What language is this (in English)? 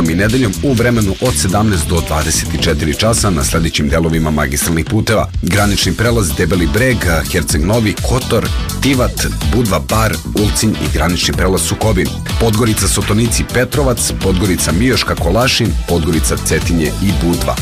Serbian